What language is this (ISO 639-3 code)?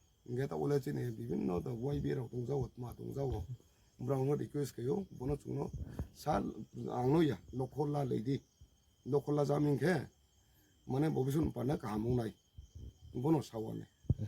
ria